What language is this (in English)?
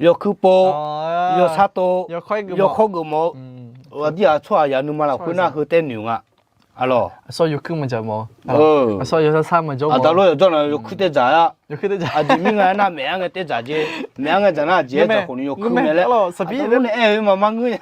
Akha